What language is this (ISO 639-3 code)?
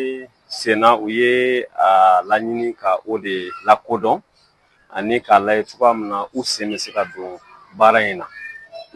bam